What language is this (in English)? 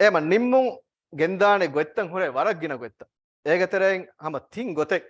Divehi